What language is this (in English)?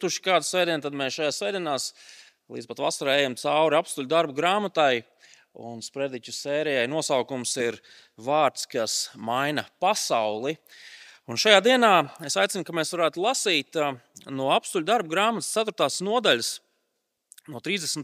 Latvian